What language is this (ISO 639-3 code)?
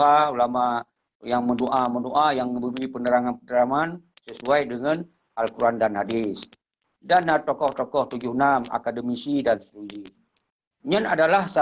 ace